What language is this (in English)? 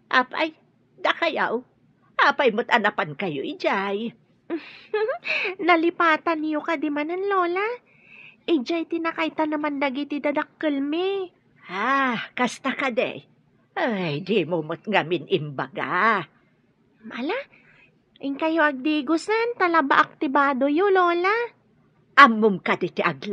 Iloko